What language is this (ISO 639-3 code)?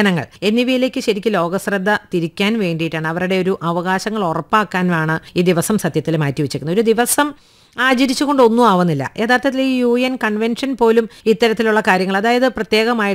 mal